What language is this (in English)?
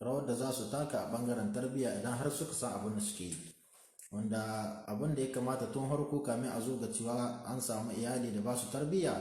Hausa